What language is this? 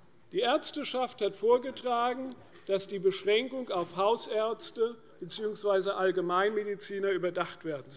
German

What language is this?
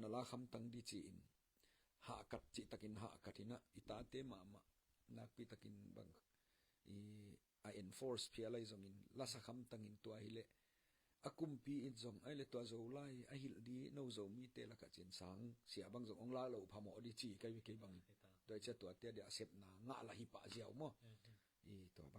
Tedim Chin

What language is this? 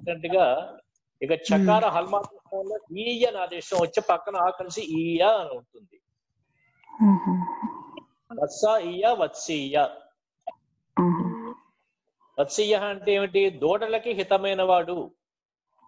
Telugu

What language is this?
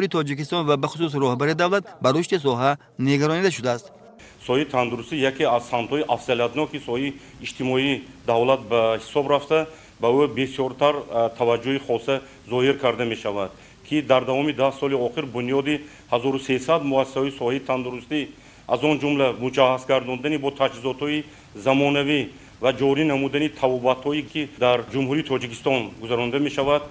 Tajik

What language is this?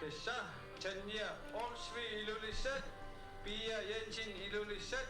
Kalaallisut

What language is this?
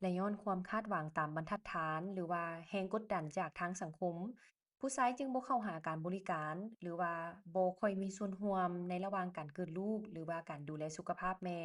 Lao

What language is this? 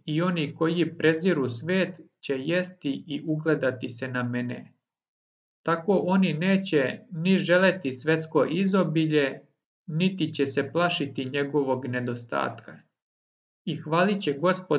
Serbian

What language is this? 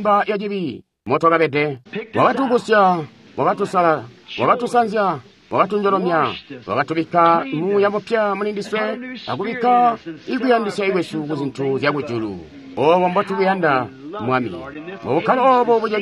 Tonga (Zambia)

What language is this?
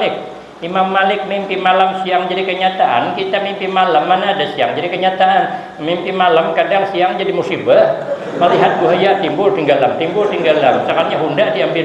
Banjar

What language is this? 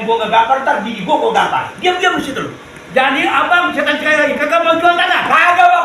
Betawi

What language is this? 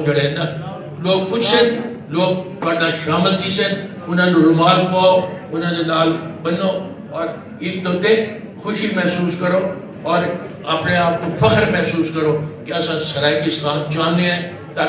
Saraiki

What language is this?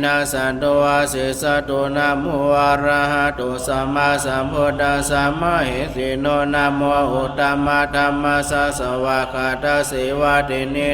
Pali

